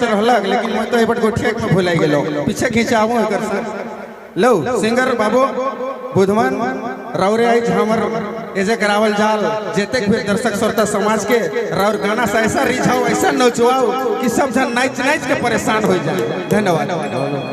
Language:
Sadri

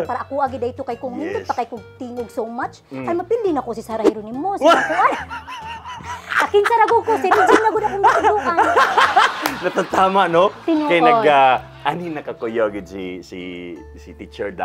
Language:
Cebuano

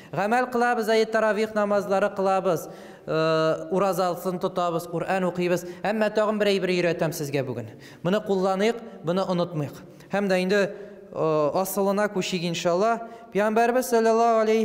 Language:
Tatar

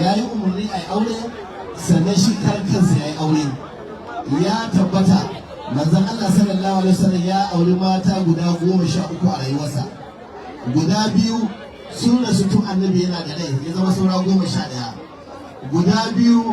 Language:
Hausa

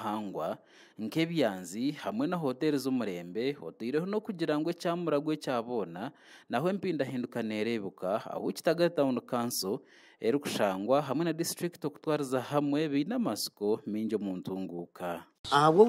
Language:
Nyankole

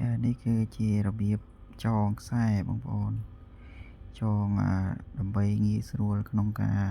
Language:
Khmer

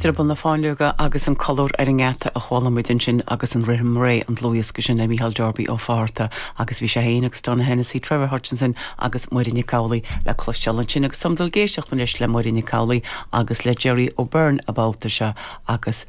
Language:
Irish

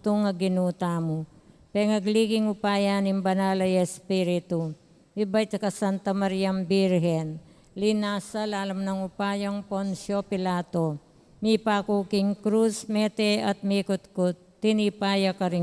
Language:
Pampanga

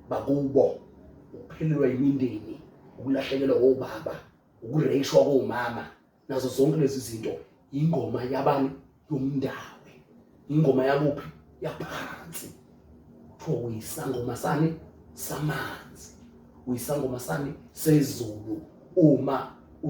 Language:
Zulu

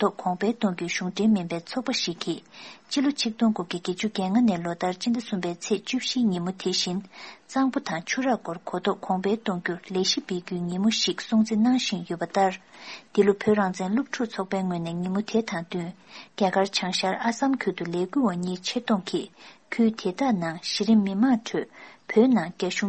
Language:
Tibetan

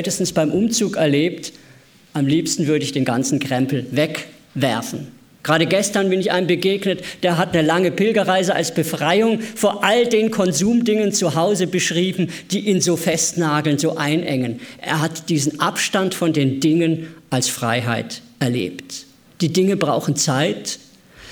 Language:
German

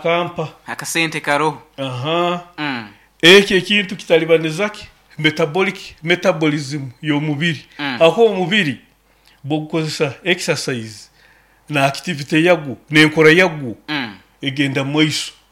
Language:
Nyoro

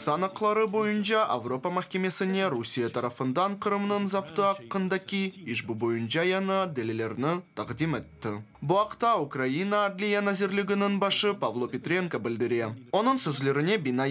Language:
Crimean Tatar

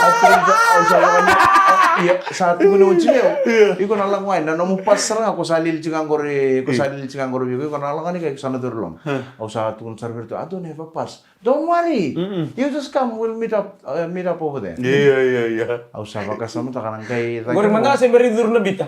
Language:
Fijian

